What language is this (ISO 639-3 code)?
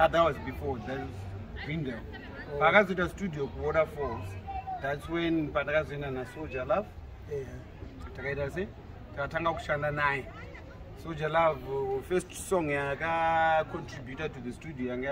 sna